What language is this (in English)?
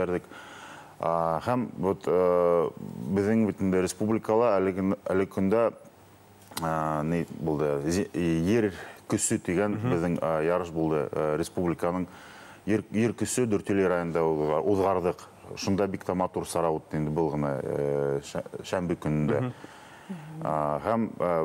Bashkir